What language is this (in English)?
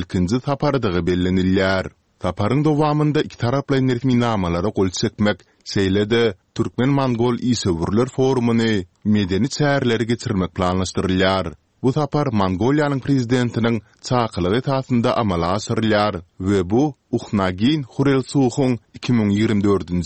Turkmen